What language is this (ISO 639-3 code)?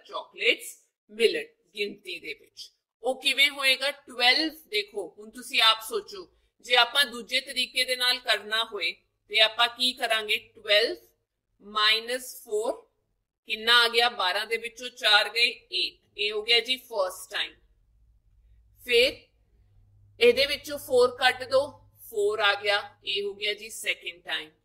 pan